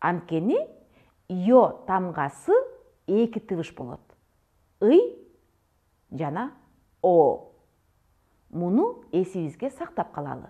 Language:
Kyrgyz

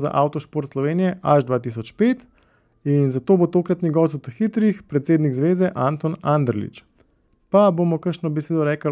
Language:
Slovenian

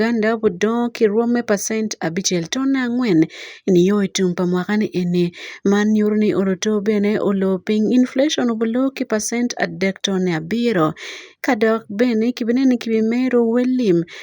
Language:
Acoli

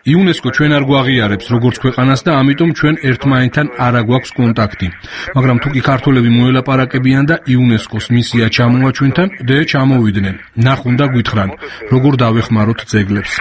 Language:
Georgian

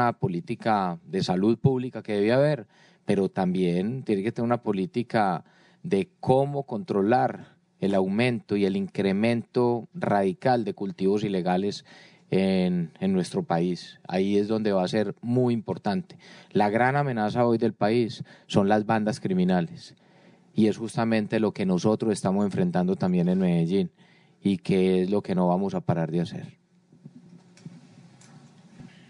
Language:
Spanish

